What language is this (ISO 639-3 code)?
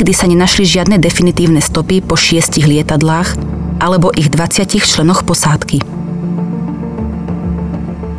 slk